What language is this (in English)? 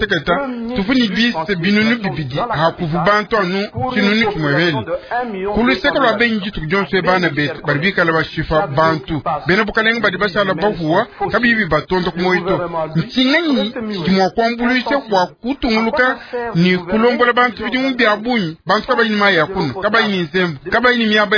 Luba-Lulua